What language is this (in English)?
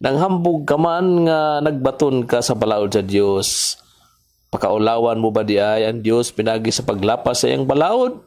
Cebuano